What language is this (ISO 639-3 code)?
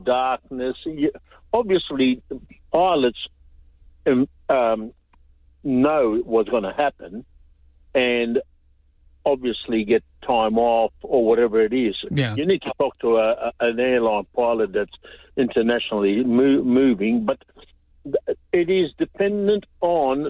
eng